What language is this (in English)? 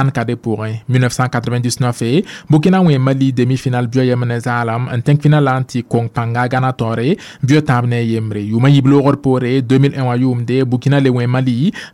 Mossi